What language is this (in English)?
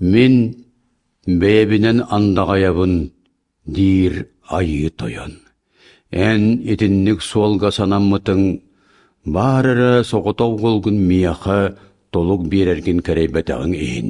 Yakut